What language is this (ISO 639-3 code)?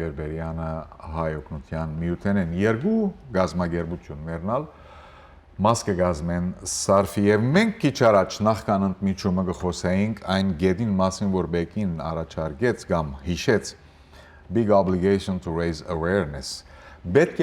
hyw